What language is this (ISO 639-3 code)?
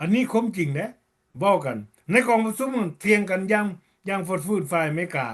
lao